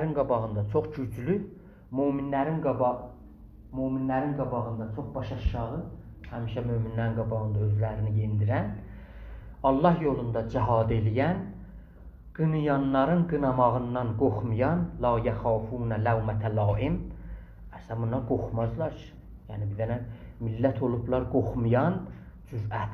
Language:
South Azerbaijani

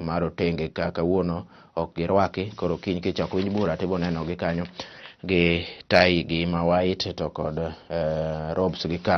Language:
Luo (Kenya and Tanzania)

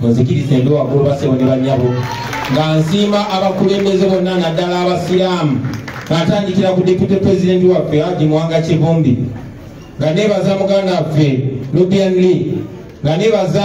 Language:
Ganda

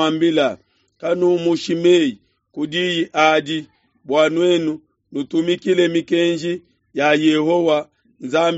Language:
Luba-Lulua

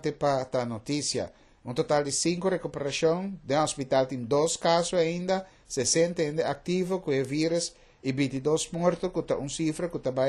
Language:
Papiamento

